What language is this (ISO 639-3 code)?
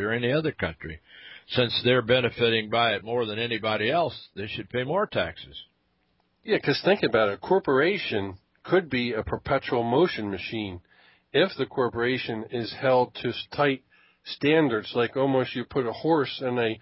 eng